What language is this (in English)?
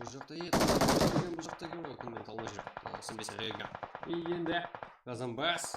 Kara-Kalpak